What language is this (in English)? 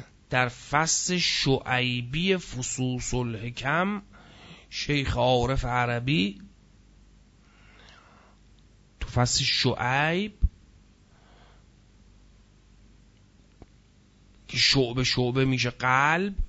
Persian